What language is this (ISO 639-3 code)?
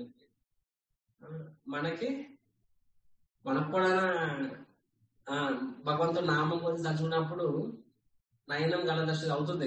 tel